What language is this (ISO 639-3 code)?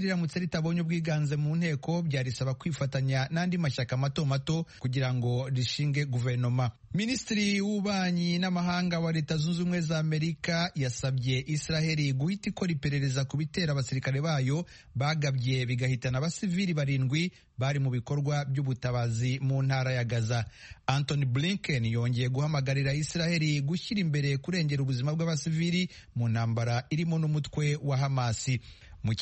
kin